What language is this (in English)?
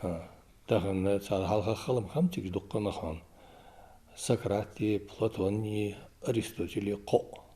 Ingush